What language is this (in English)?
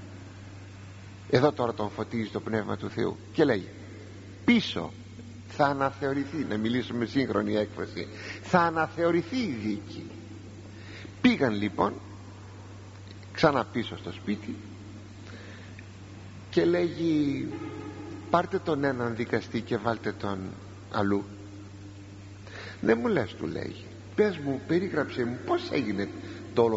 Greek